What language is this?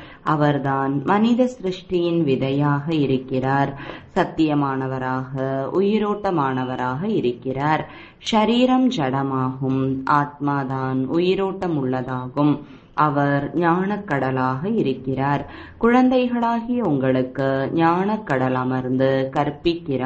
Tamil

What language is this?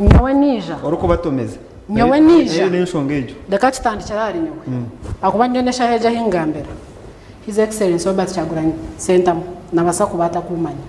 Nyankole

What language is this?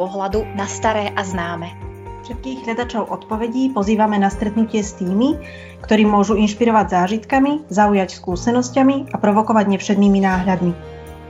Slovak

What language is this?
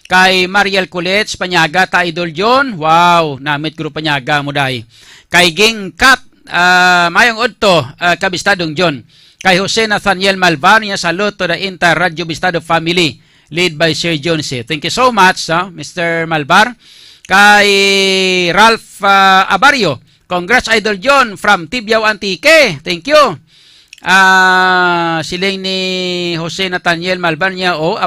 Hiligaynon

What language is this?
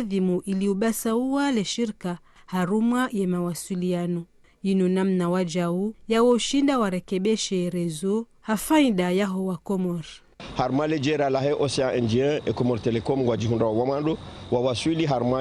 Ngazidja Comorian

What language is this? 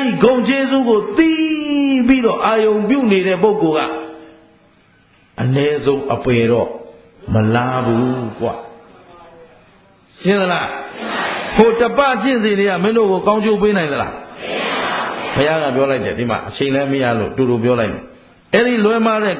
Burmese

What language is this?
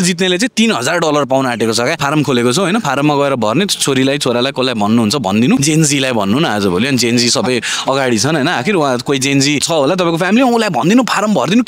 Nepali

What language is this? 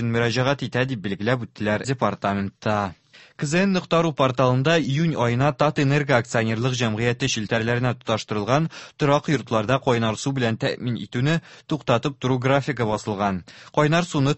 Tatar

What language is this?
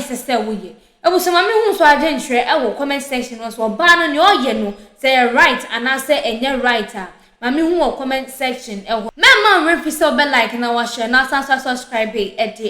Akan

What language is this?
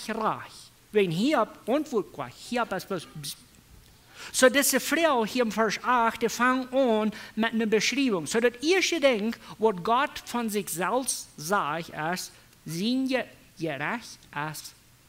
Plautdietsch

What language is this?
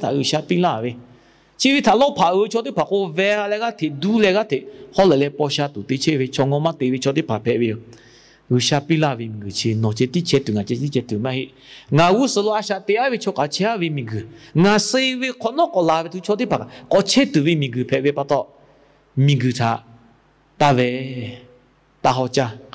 Lahu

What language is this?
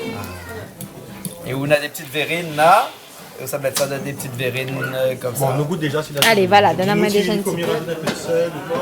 Réunion Creole French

